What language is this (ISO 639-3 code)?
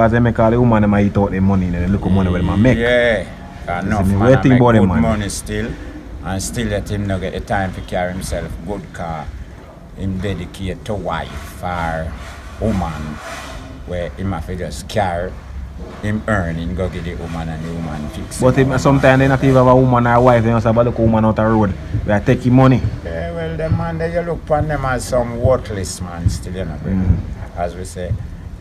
jam